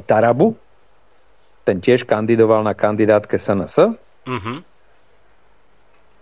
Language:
Slovak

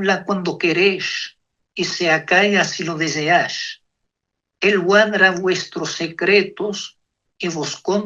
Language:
Ladino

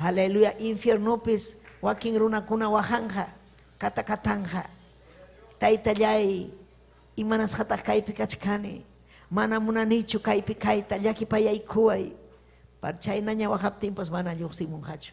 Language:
Ayacucho Quechua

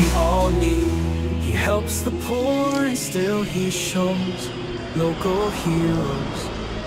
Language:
Waray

